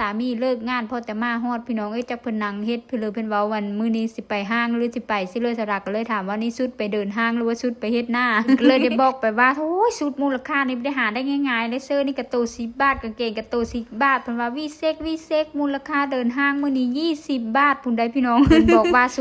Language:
Northeastern Thai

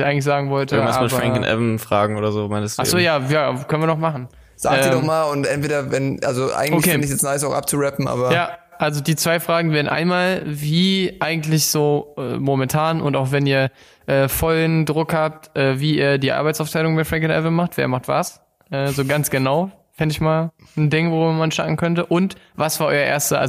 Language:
German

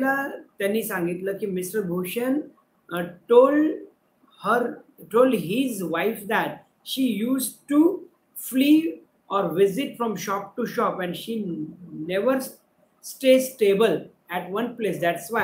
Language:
Marathi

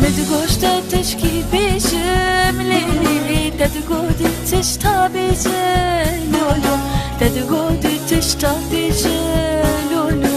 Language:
Kurdish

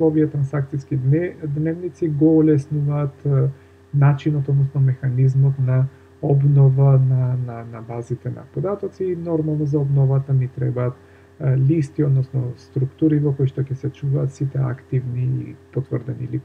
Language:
Macedonian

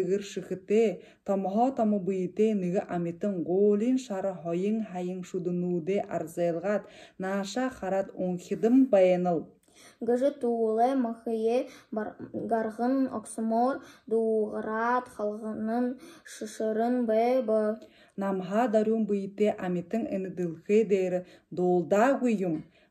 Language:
Buriat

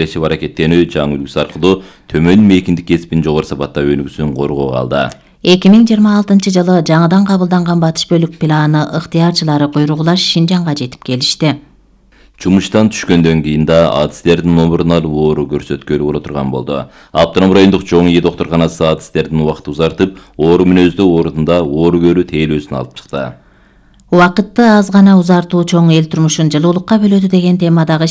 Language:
Kyrgyz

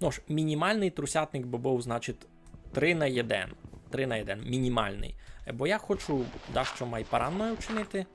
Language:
Rusyn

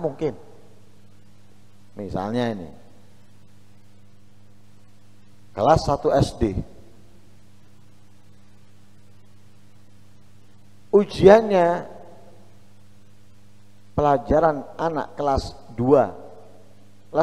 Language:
Indonesian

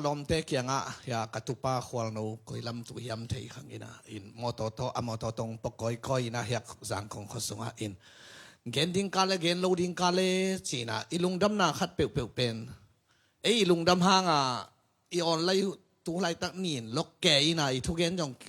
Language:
Tedim Chin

